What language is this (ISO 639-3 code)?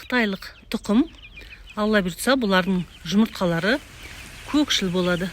kaz